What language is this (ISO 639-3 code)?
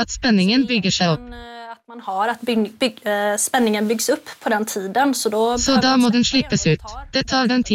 nor